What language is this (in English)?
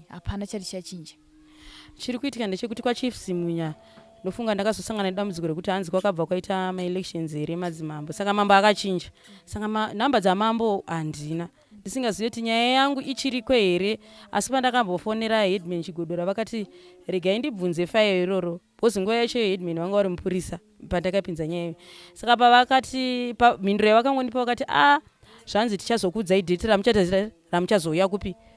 Shona